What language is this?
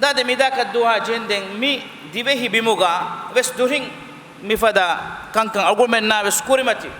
Divehi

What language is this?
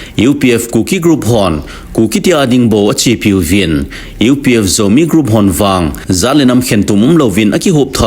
Thado Chin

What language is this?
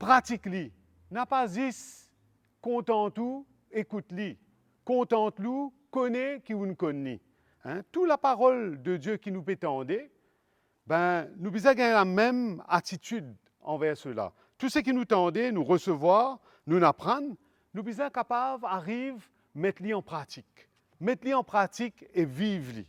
Morisyen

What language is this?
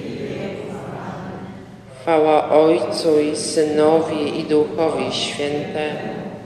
Polish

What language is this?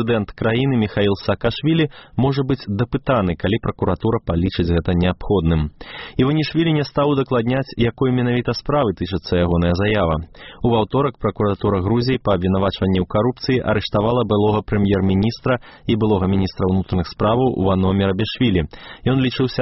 Belarusian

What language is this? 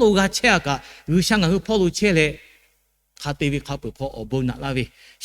Lahu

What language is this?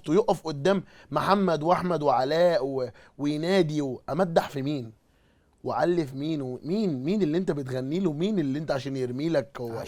Egyptian Arabic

